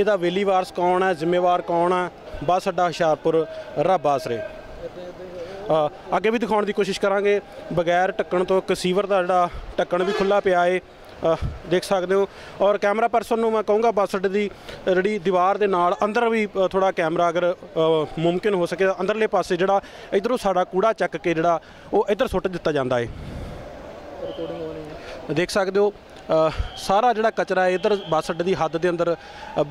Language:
Punjabi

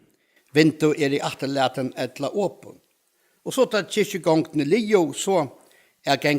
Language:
Faroese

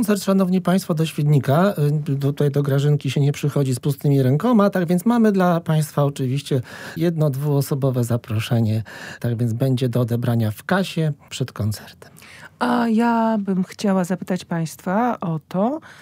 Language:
Polish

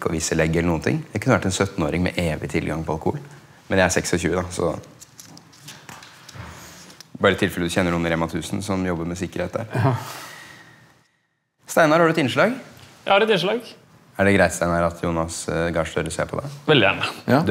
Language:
Norwegian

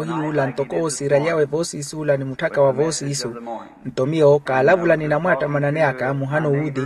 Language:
Makhuwa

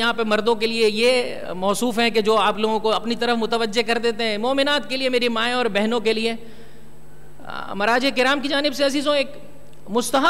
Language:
Urdu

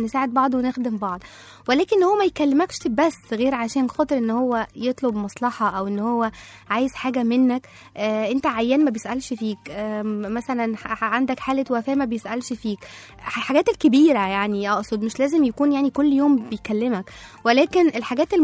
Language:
Egyptian Arabic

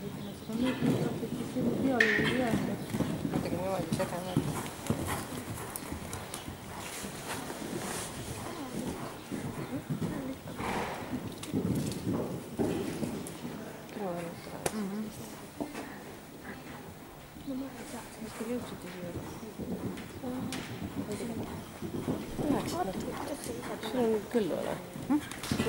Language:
Estonian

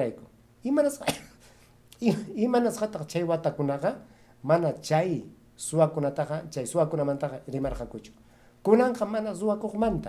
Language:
Ayacucho Quechua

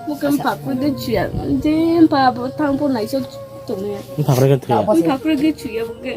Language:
Riang (India)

